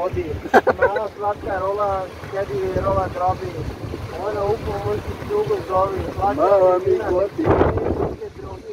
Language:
Serbian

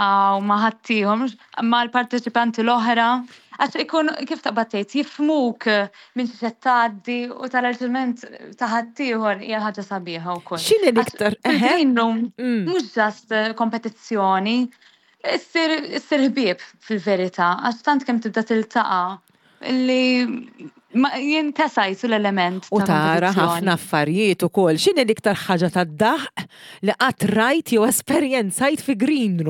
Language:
Maltese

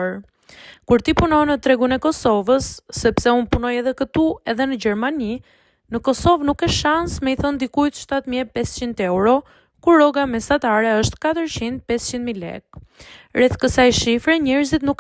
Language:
Albanian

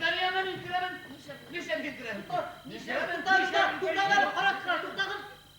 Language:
Bashkir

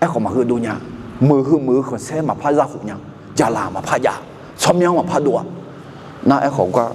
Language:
Akha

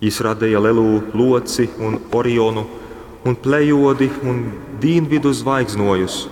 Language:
Latgalian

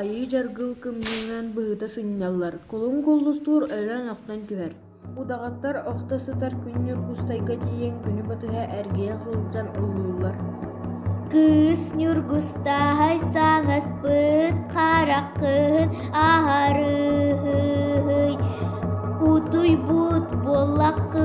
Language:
Yakut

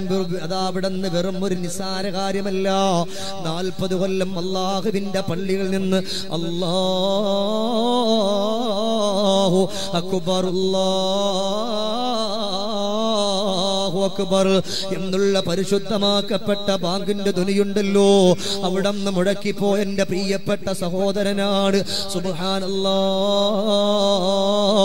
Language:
Malayalam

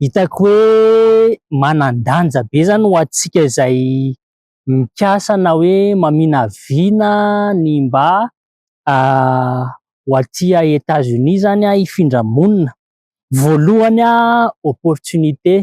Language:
Malagasy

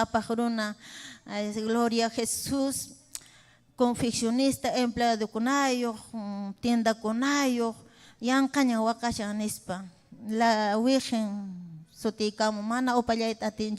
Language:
Ayacucho Quechua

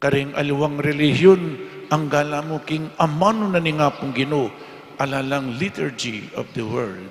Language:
Pampanga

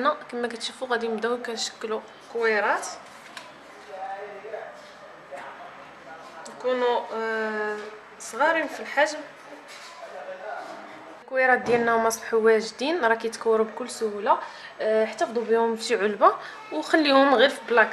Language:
Moroccan Arabic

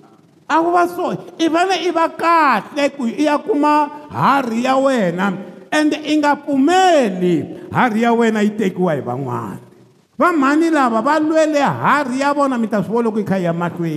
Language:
Tsonga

